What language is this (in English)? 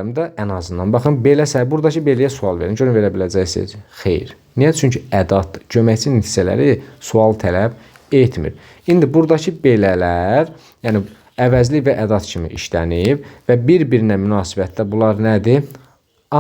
Azerbaijani